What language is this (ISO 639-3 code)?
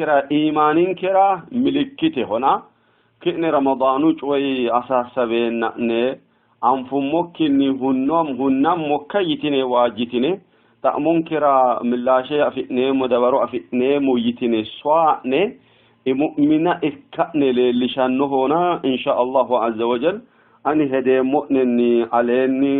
sid